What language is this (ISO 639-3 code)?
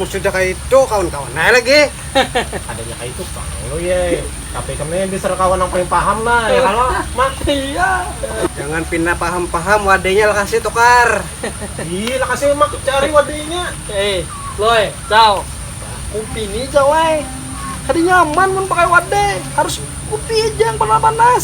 bjn